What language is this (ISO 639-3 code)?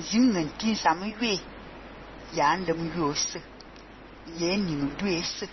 fan